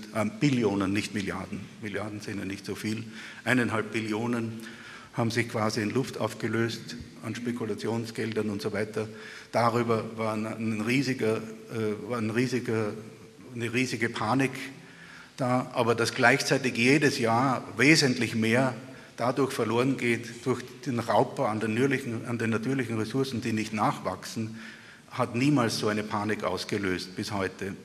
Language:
German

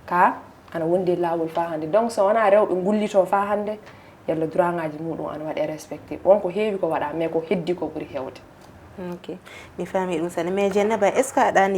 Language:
Fula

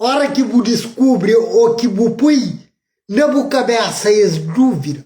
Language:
Kabuverdianu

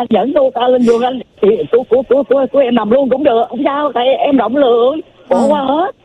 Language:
Vietnamese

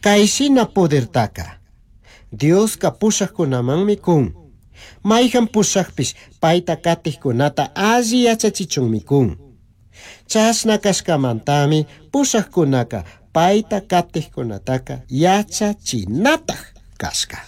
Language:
Chimborazo Highland Quichua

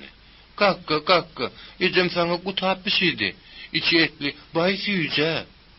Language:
Turkmen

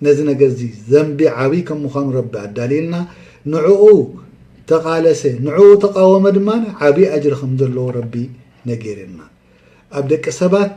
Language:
Tigrinya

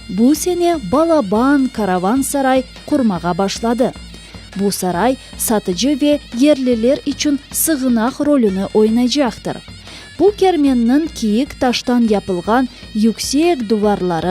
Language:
Crimean Tatar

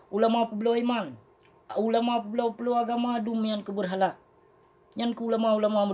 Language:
Achinese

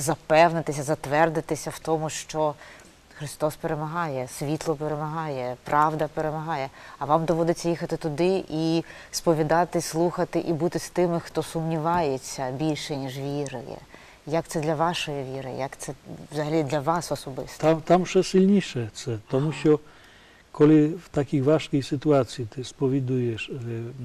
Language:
Ukrainian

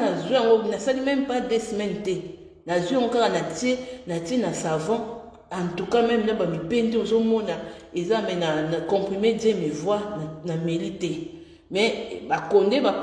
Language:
Lingala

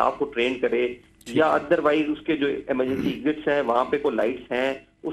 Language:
Urdu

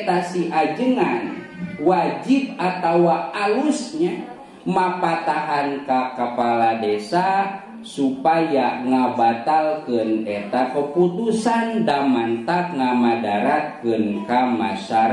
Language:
Sundanese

